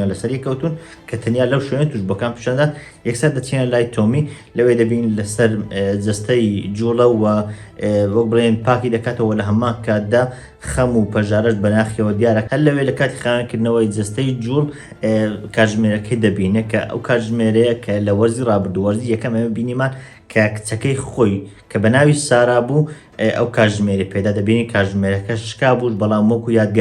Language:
Central Kurdish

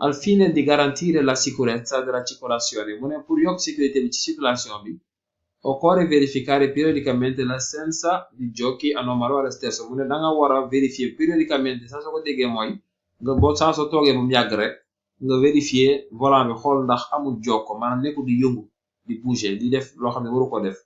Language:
Wolof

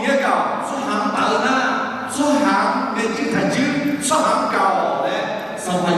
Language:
Akha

